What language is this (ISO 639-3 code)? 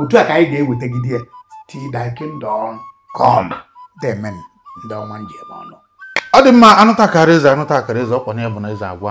ibo